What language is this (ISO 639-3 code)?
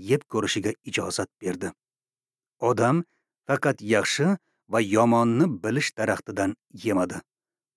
uzb